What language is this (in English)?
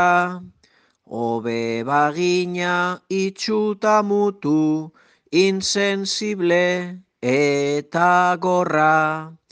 Basque